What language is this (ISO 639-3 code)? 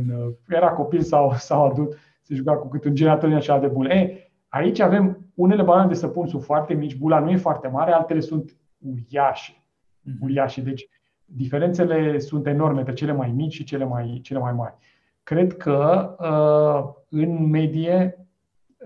ron